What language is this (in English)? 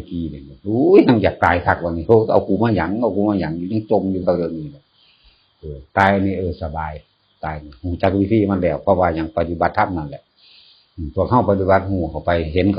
Northeastern Thai